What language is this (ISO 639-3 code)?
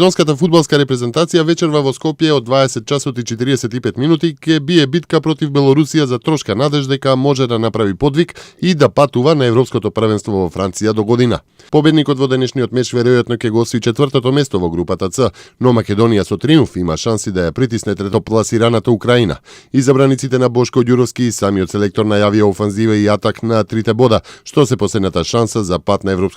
mkd